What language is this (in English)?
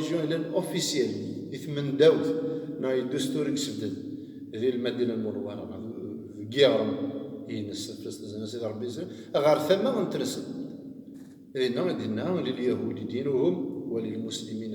Kabyle